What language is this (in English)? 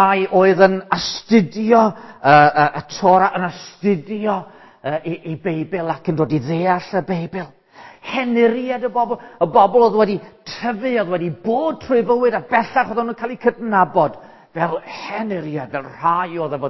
Welsh